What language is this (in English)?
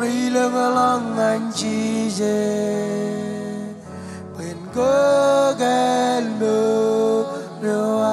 Marshallese